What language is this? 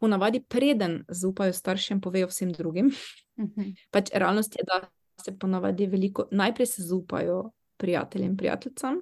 Slovenian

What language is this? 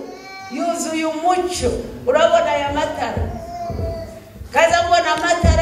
Kinyarwanda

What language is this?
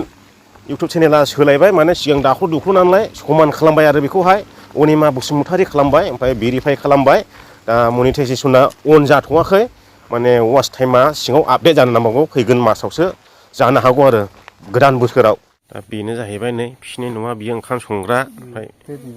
Bodo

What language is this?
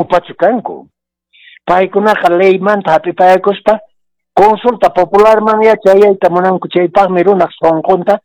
Quechua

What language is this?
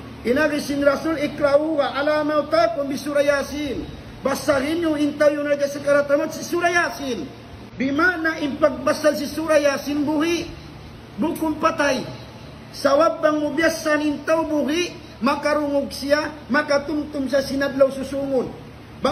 Tausug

